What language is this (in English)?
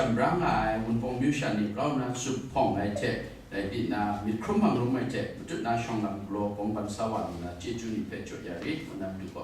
Kachin